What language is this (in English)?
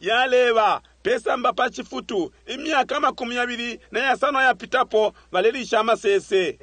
Bemba